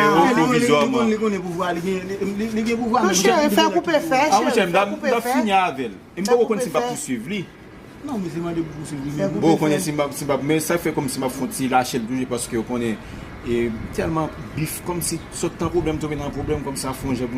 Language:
Haitian Creole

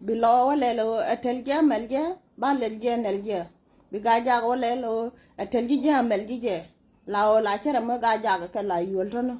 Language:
Nuer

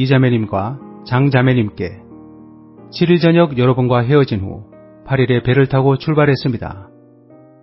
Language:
Korean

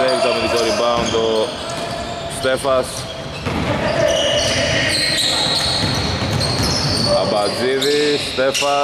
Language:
Greek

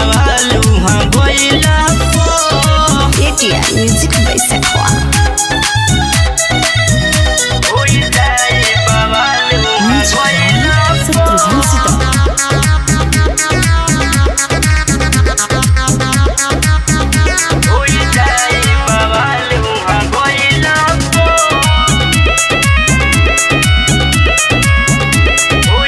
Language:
Bhojpuri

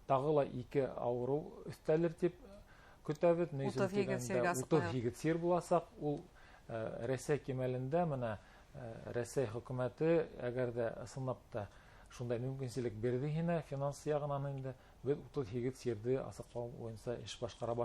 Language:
Bashkir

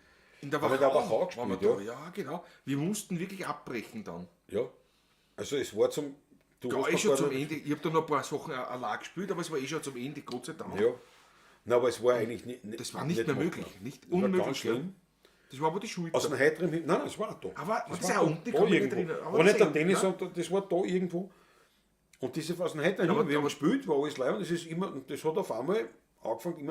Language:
Bavarian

